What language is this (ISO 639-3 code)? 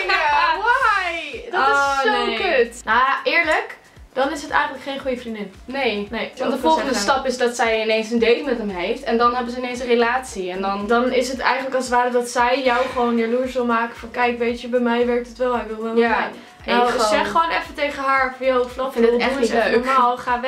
nld